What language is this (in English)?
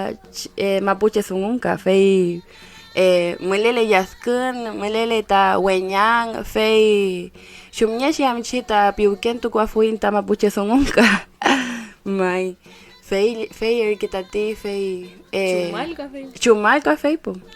Mapuche